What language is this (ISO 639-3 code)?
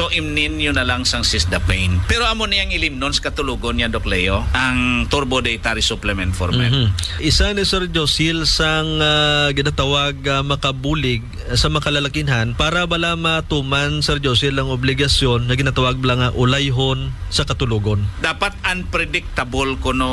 hil